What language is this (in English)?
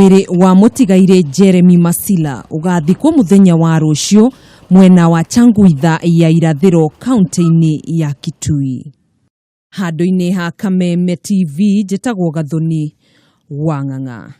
Kikuyu